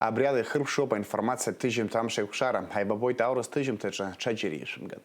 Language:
Abkhazian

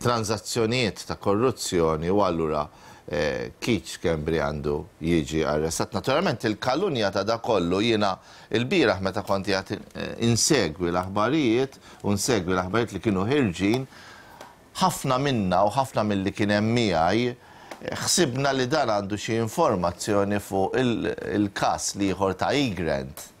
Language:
Maltese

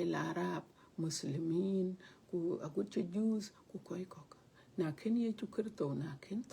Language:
Dinka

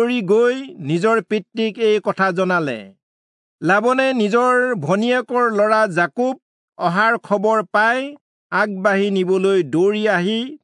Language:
Assamese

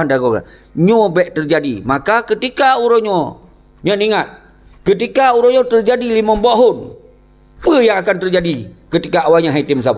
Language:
Achinese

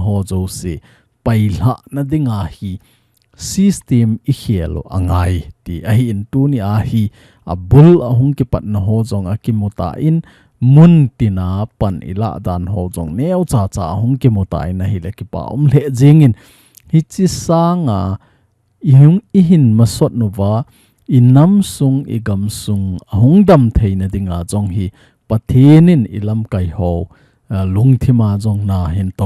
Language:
Thado Chin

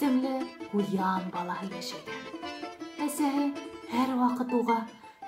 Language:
Bashkir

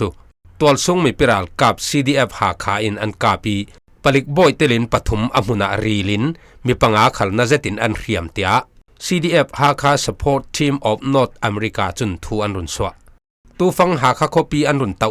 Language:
Falam Chin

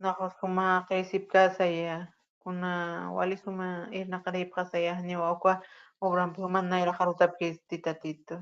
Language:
Aymara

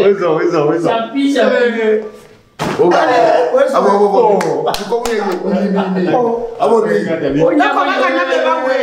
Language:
Ewe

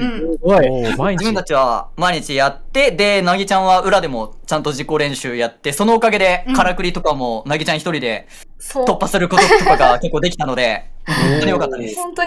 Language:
Japanese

